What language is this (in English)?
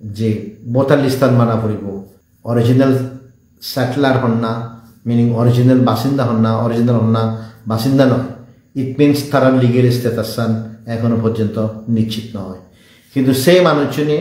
Chakma